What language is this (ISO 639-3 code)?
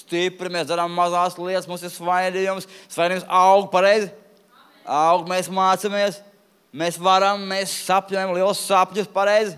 lav